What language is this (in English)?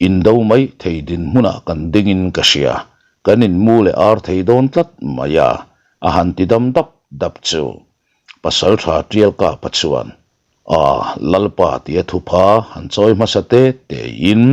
Mizo